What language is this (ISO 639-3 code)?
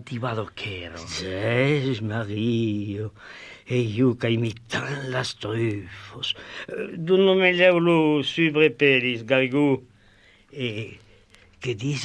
oci